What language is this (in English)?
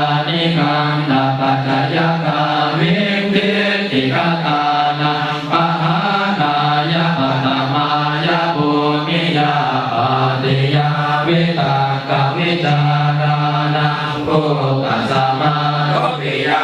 Pali